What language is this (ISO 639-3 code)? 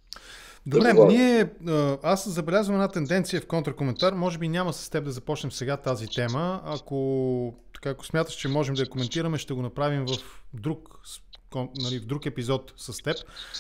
bul